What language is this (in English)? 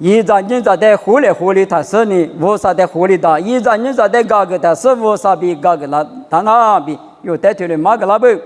Lisu